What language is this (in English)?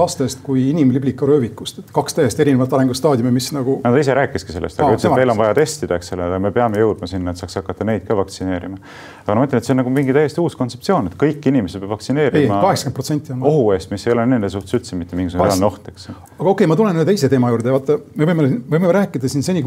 Estonian